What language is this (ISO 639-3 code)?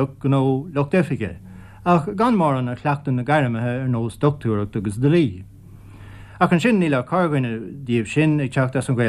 gle